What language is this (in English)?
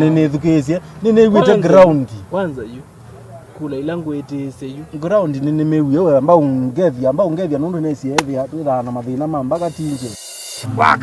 Kamba